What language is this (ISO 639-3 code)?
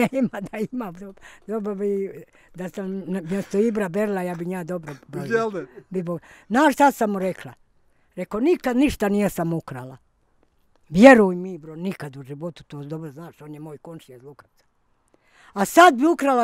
bos